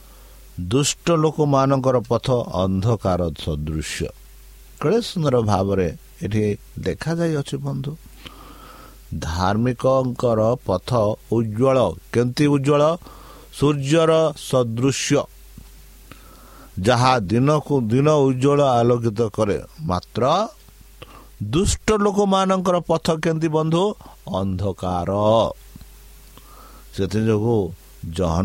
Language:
Odia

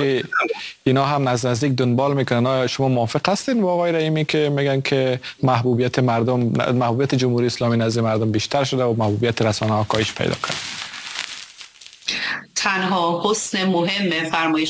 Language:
Persian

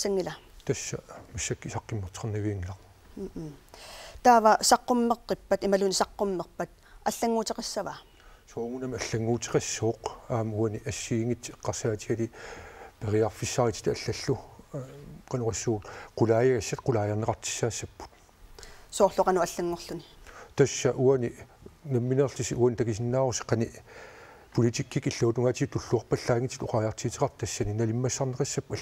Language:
Kalaallisut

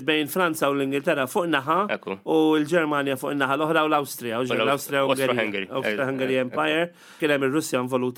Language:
Maltese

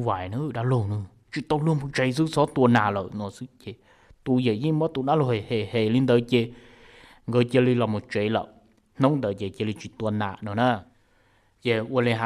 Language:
Hmong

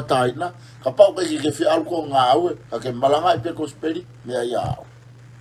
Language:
Tongan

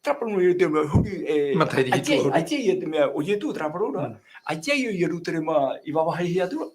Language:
Tahitian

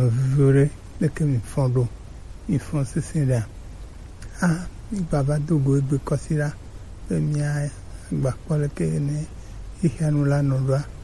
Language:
Gen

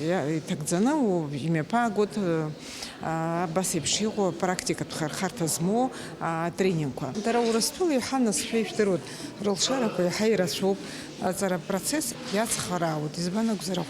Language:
Abkhazian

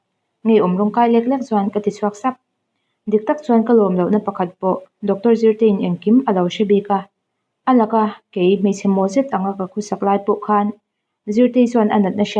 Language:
Mizo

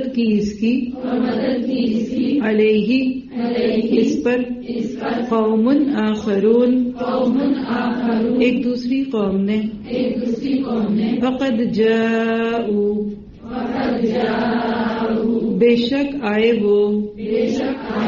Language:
Urdu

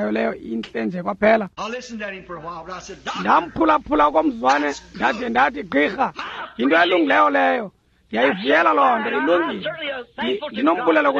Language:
Xhosa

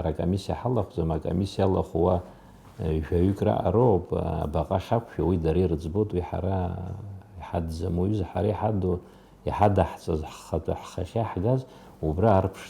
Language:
Abkhazian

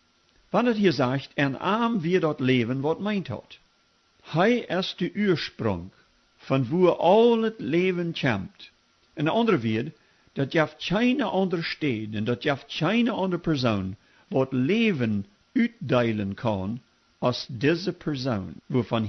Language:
Plautdietsch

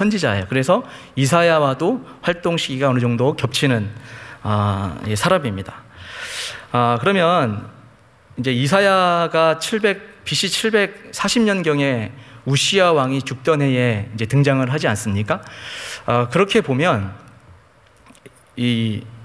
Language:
Korean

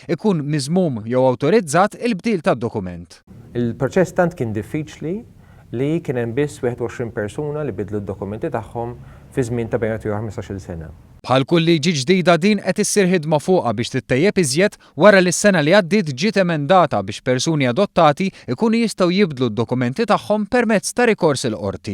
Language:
Maltese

